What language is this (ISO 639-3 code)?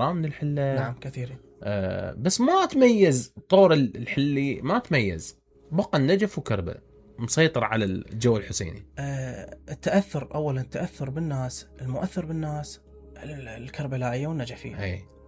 acm